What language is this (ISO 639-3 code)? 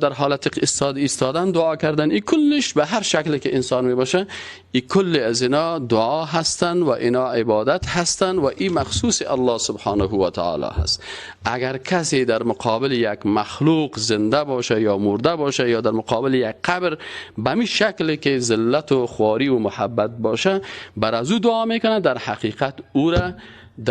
fas